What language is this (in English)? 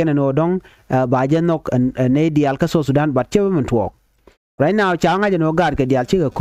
Nuer